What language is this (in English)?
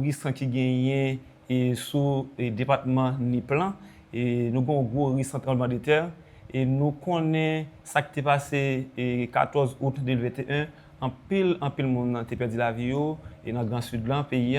Haitian Creole